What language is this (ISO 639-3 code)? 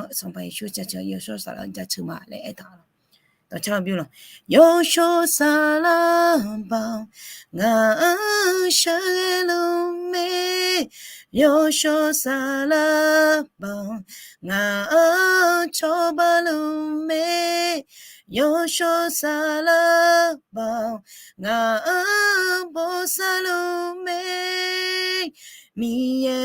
ahk